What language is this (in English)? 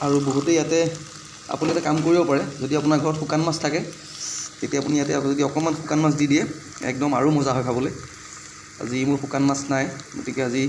Assamese